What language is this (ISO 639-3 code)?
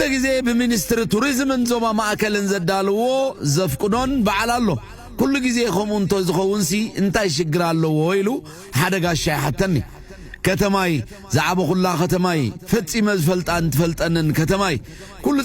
tir